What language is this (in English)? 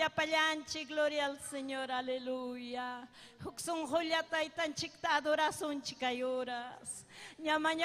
Ayacucho Quechua